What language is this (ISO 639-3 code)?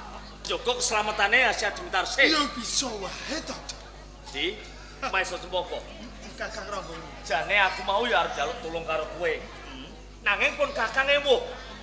jav